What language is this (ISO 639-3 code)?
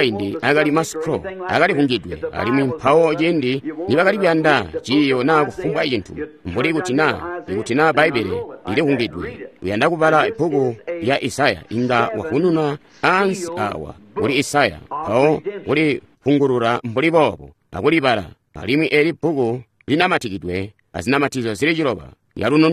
toi